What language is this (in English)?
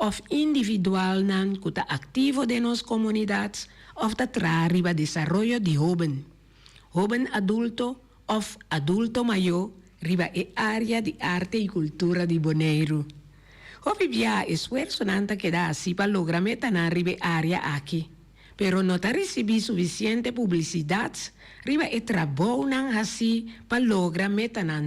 Papiamento